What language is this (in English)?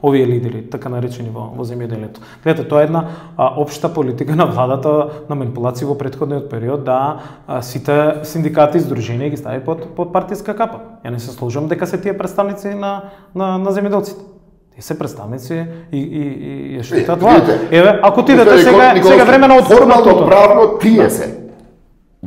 Macedonian